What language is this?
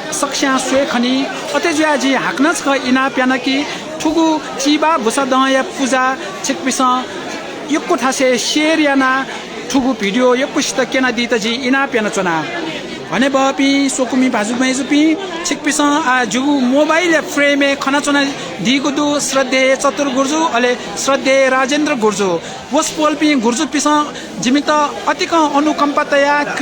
Newari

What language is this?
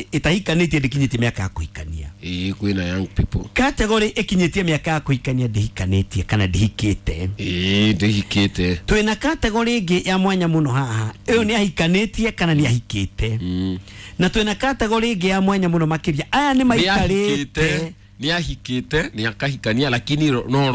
Kikuyu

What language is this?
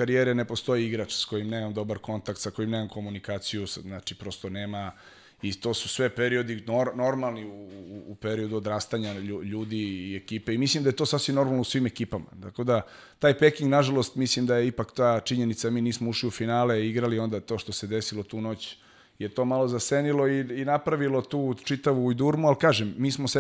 Serbian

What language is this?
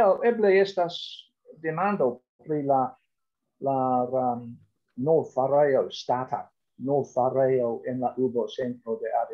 Esperanto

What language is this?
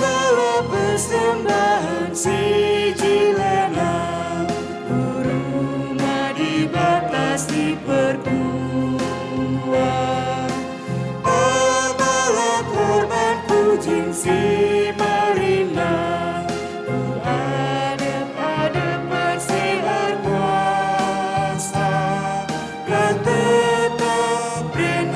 Batak Karo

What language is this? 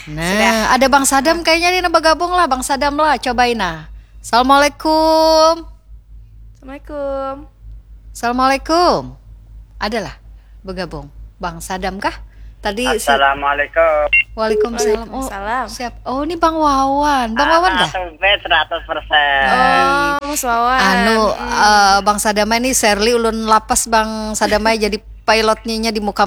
Banjar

